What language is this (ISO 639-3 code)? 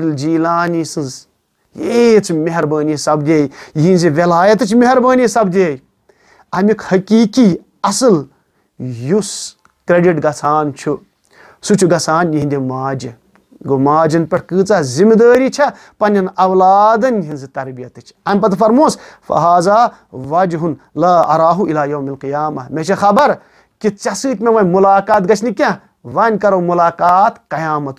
kas